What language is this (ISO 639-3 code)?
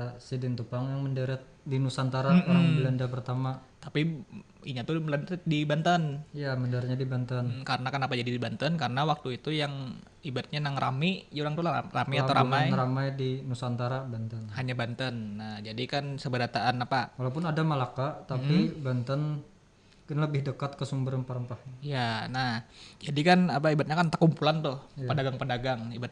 bjn